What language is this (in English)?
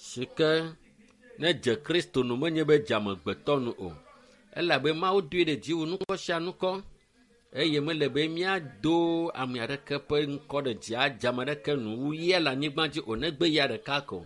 Ewe